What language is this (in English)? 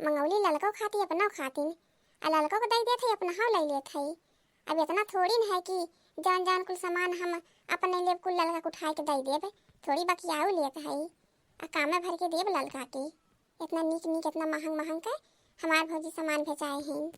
Awadhi